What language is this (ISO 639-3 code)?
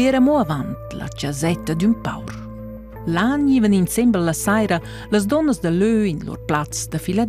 roh